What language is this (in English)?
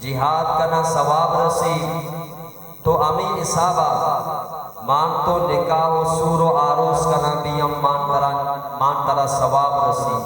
Baluchi